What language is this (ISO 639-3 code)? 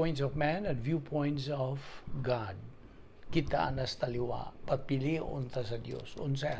ceb